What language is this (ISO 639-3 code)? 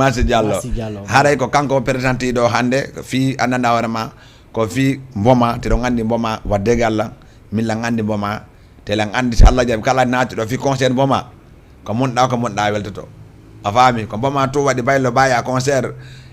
ful